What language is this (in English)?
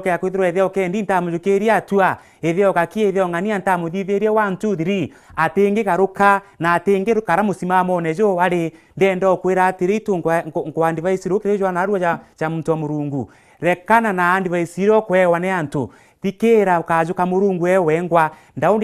Meru